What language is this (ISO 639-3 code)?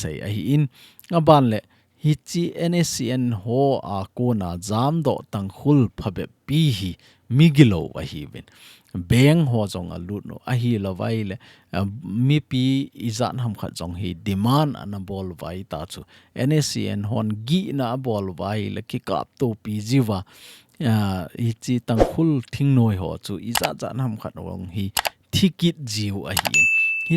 tcz